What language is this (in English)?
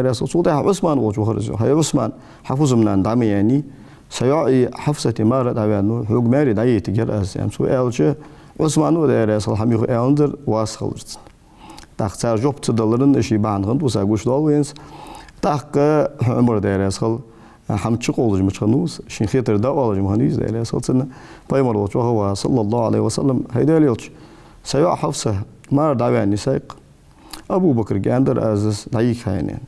Ingush